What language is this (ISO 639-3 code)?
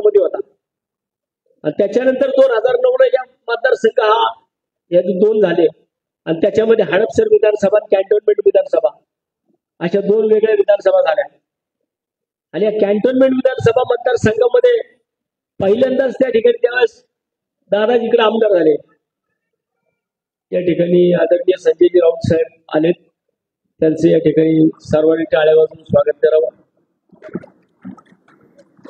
mar